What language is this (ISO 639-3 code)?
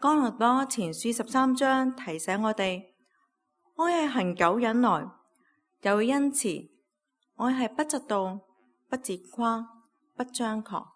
yue